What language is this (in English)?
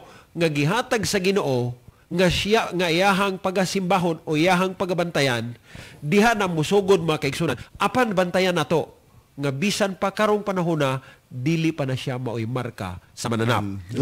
Cebuano